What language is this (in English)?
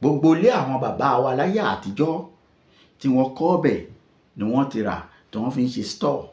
Yoruba